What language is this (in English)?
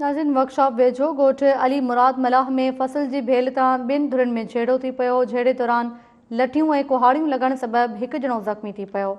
Sindhi